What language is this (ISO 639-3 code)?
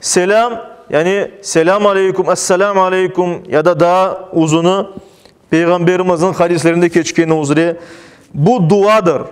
crh